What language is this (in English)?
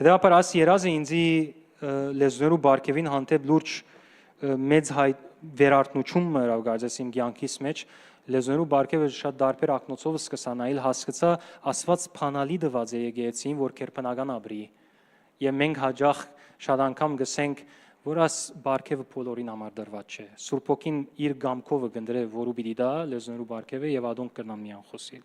Western Armenian